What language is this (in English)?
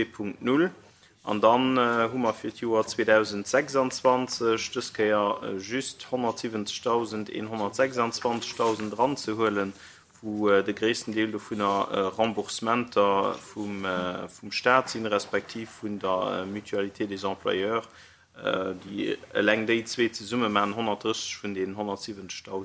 Luxembourgish